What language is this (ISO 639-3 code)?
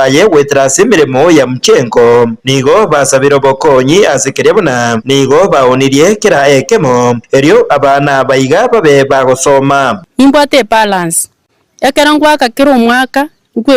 guz